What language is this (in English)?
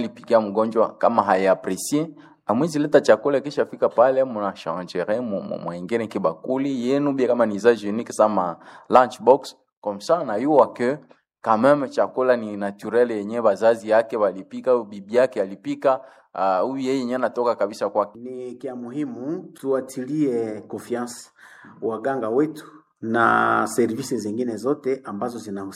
Swahili